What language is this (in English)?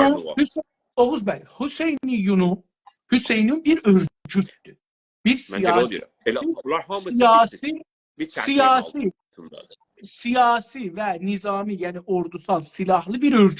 South Azerbaijani